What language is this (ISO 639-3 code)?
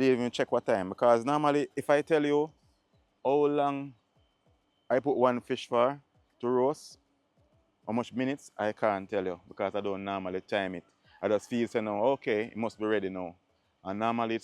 jam